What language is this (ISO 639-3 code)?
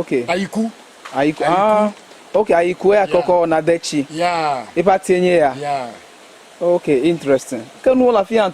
ewe